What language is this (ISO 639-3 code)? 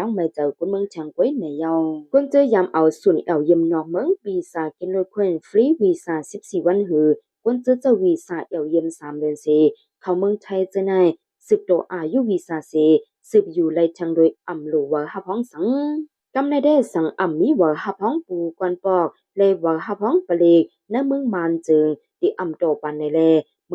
shn